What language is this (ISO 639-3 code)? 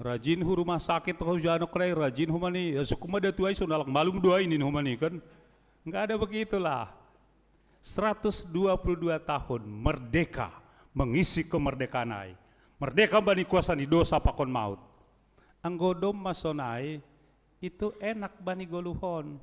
bts